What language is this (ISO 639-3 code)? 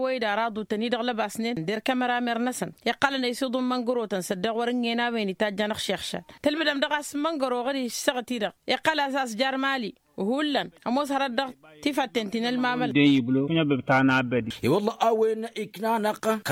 taq